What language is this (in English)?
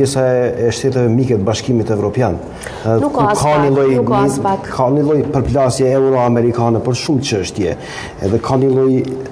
Albanian